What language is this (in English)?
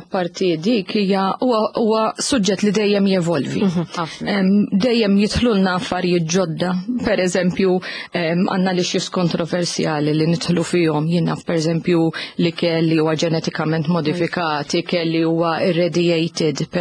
Maltese